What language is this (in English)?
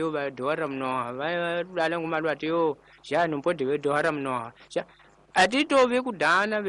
Tsonga